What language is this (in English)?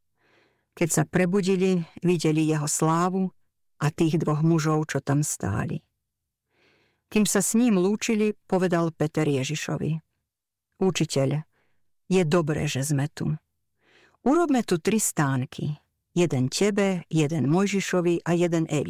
Slovak